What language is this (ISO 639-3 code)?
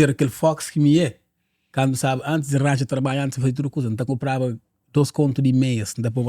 kea